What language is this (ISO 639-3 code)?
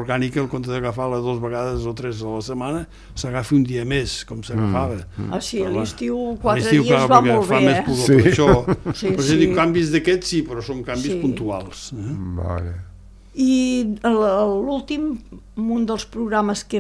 cat